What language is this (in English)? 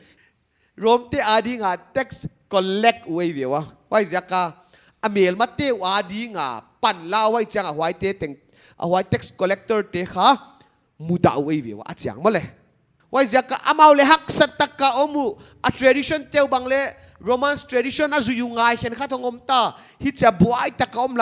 Paite Chin